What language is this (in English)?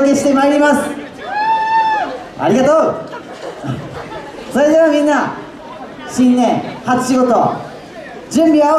Japanese